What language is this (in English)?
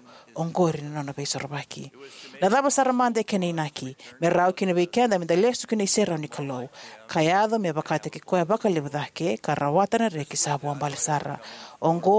Fijian